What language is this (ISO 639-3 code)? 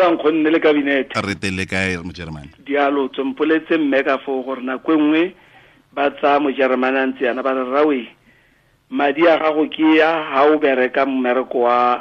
tsn